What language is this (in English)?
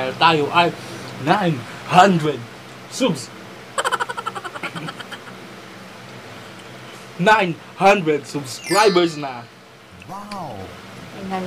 Filipino